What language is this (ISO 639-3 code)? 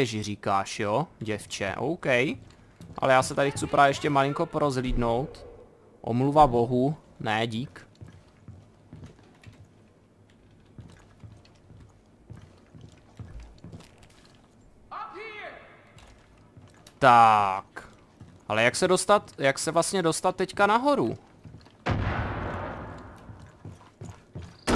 ces